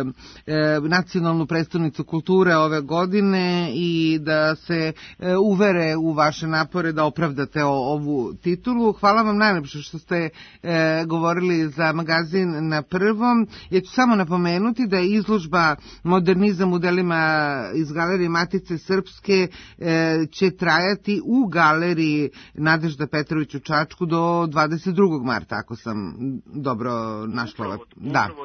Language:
Serbian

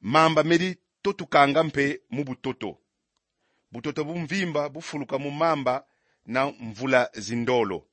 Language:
Kongo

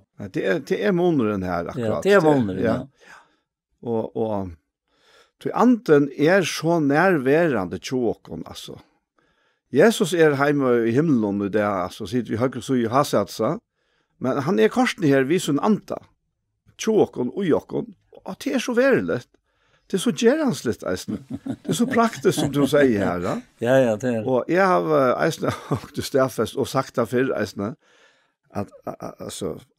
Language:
Faroese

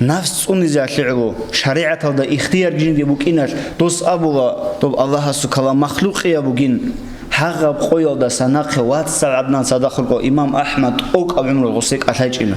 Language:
Avaric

